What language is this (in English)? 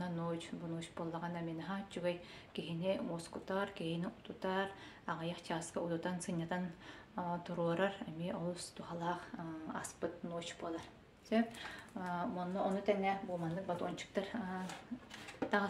Yakut